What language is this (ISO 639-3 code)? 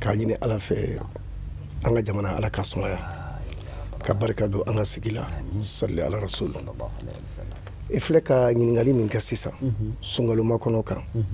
bam